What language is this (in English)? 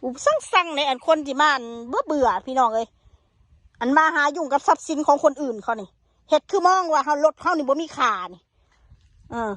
Northeastern Thai